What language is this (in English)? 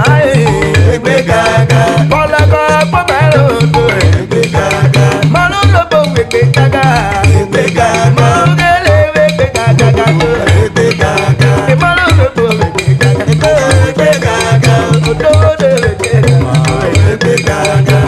Urhobo